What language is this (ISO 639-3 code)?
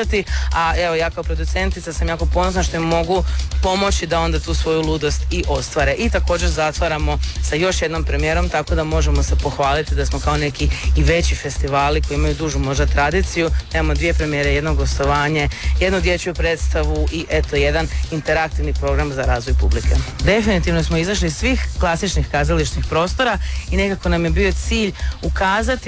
hrv